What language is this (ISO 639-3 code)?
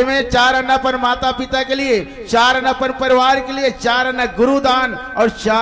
hne